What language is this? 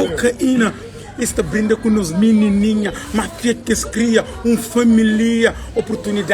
Kabuverdianu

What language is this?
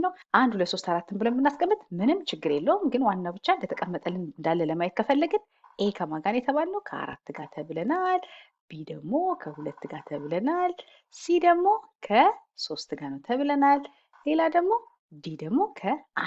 Amharic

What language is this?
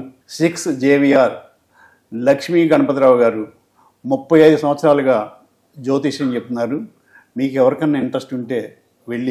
Telugu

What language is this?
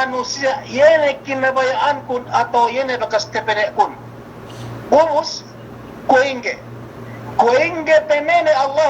Yakan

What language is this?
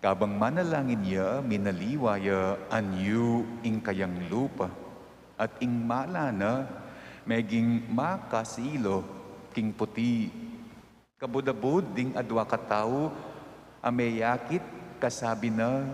Pampanga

